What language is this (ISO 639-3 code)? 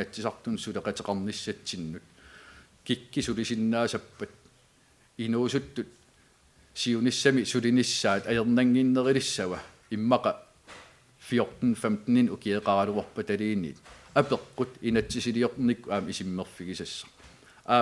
kal